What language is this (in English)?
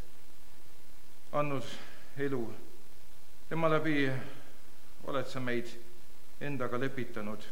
Estonian